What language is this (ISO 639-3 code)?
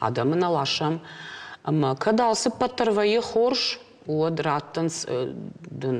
oss